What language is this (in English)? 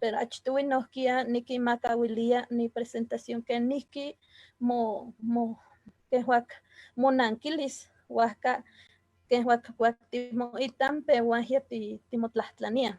Eastern Huasteca Nahuatl